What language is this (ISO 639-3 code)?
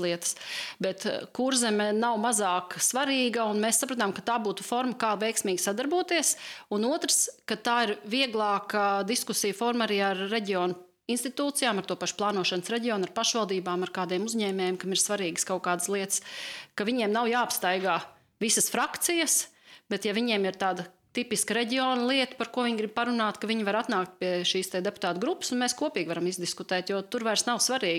lav